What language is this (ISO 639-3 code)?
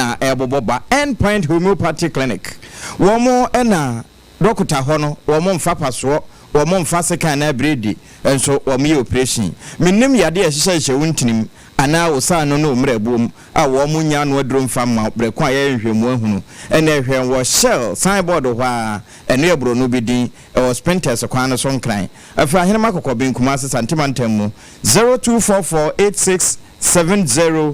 aka